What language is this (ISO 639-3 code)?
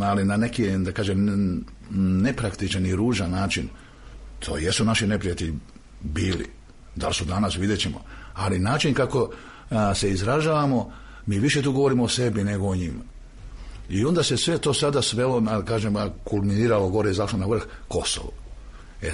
srp